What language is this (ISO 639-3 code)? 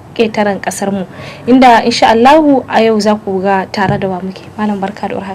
hau